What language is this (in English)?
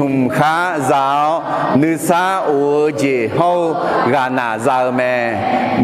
Akha